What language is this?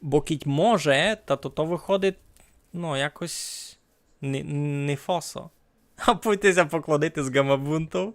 Rusyn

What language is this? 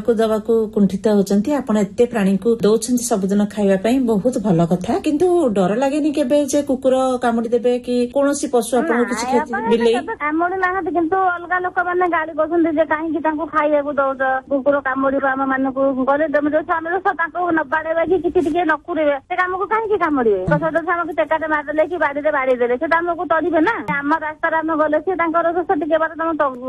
Odia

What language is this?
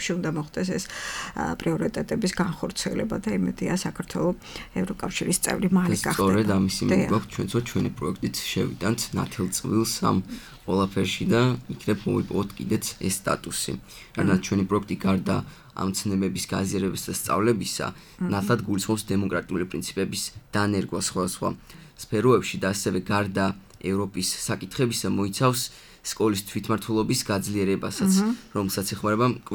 Georgian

